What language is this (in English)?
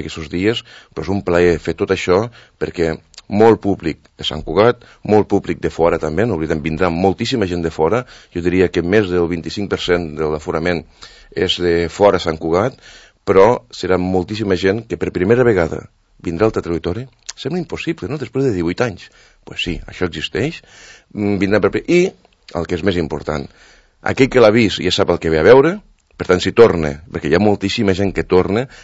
Catalan